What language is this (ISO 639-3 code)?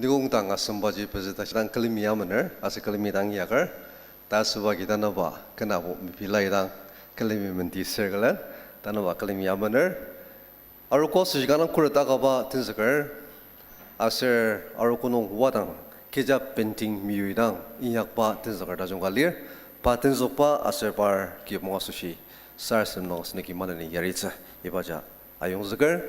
njo